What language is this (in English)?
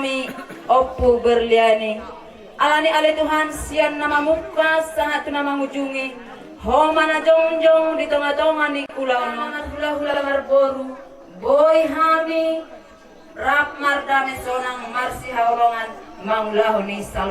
Batak Toba